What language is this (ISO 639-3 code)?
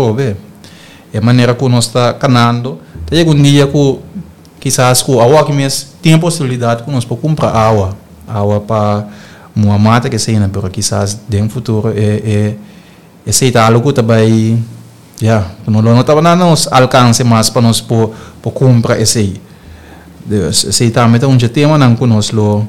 pap